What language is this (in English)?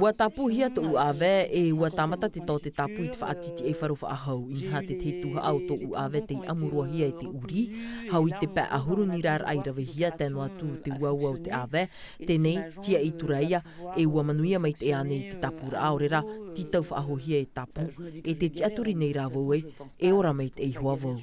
Tahitian